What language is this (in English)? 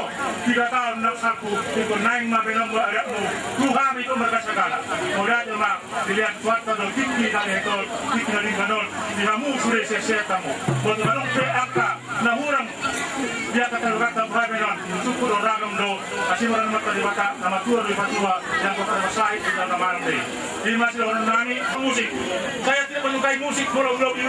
Batak Toba